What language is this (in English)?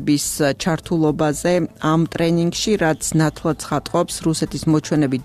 Georgian